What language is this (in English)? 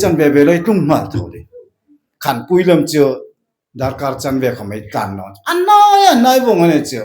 Hmar